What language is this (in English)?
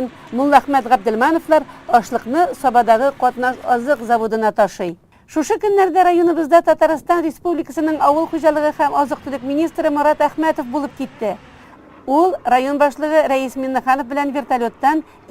Tatar